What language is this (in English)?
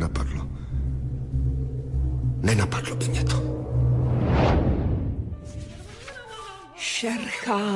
Czech